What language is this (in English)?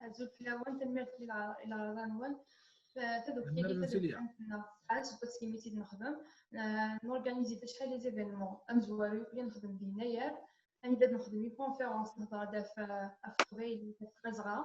Kabyle